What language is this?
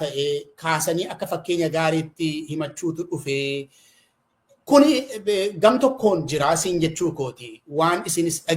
Oromo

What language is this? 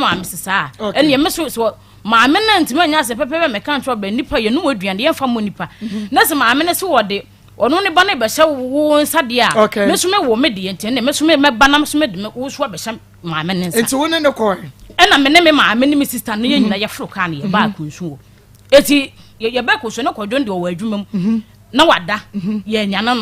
Akan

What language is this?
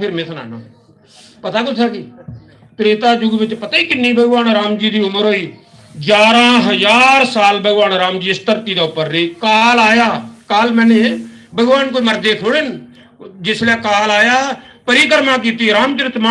Dogri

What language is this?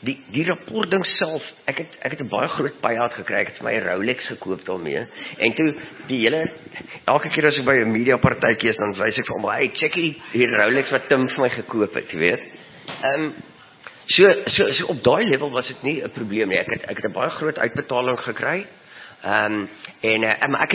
Afrikaans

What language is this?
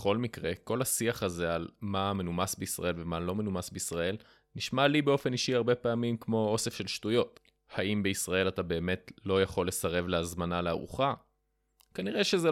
Hebrew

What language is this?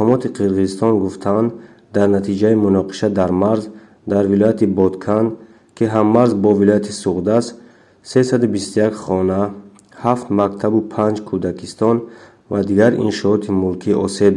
Tajik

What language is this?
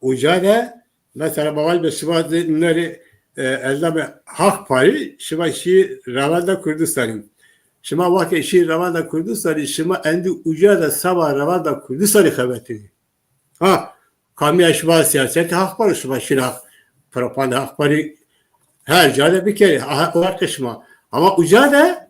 Zaza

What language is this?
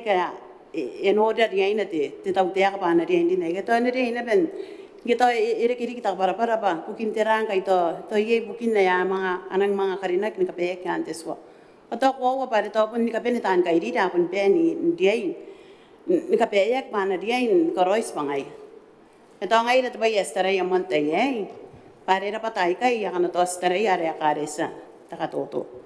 Gilbertese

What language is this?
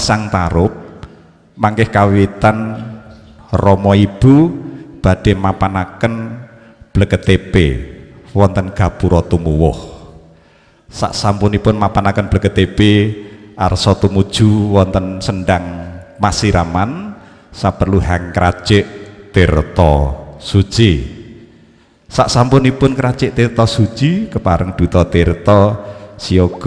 Javanese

